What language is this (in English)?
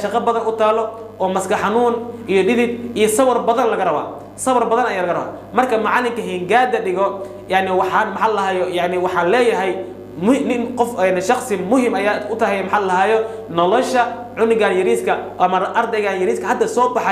Somali